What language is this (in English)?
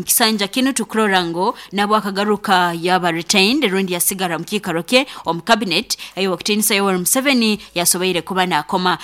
Nyoro